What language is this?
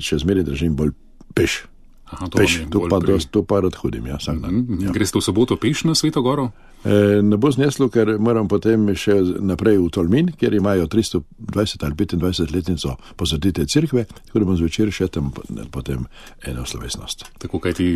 Slovenian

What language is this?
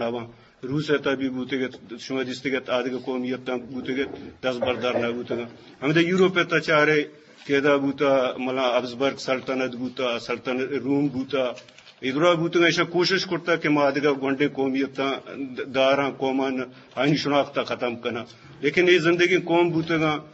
Eastern Balochi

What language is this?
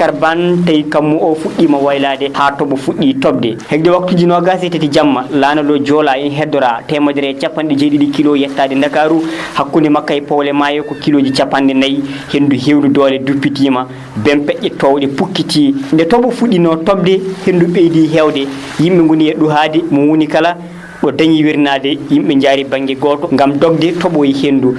Fula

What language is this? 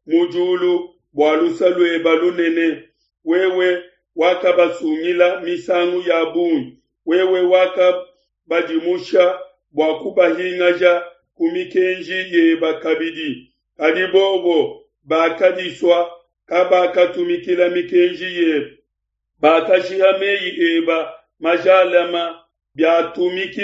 Luba-Lulua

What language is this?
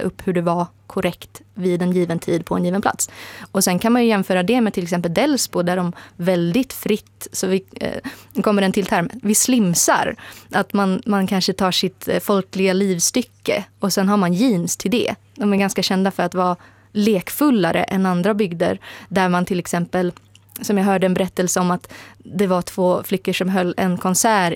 Swedish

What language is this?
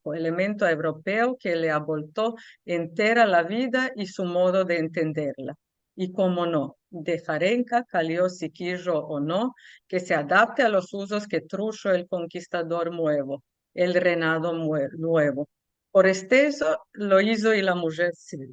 Ladino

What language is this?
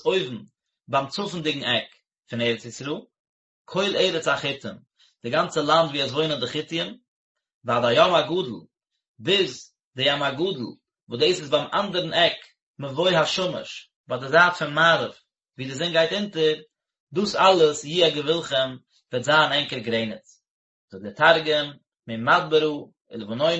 Yiddish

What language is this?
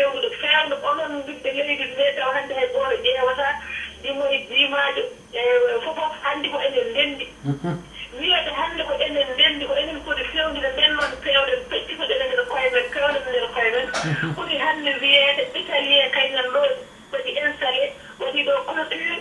Fula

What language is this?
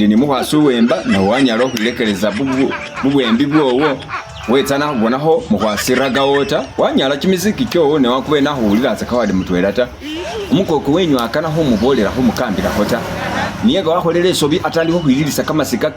Masaaba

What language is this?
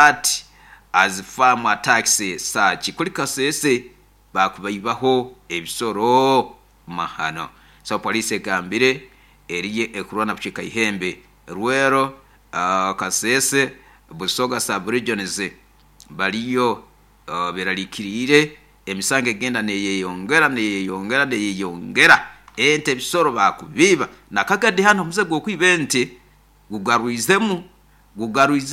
Nyoro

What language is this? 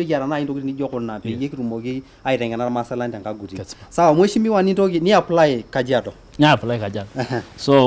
Masai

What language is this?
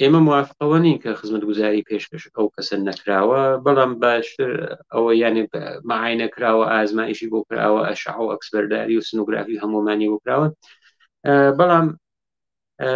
Central Kurdish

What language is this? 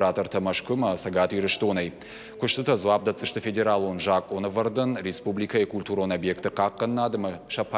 Ossetic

